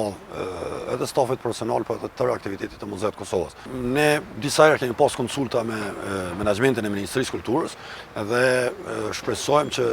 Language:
Albanian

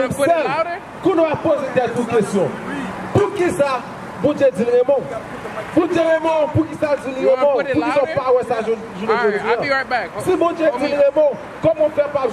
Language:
Haitian Creole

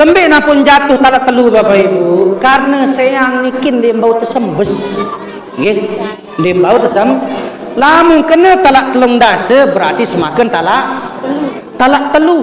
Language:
Sasak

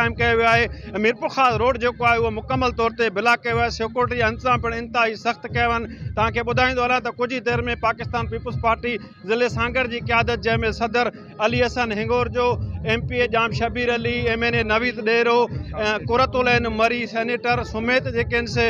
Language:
Sindhi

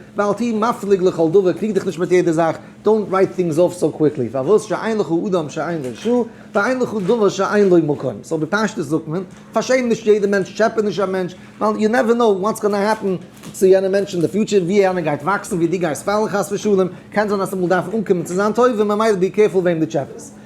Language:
Yiddish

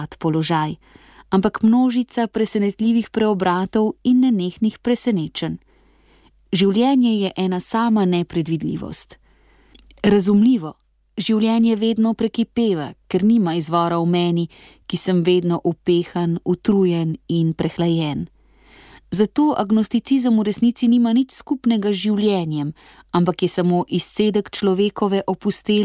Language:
Slovenian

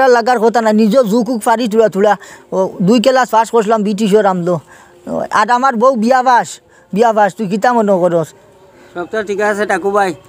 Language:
Sylheti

